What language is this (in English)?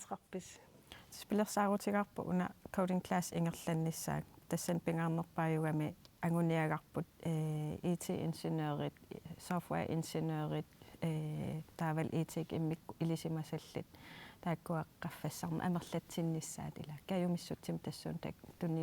Kalaallisut